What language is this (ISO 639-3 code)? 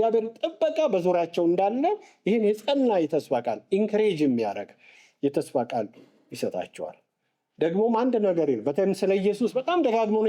amh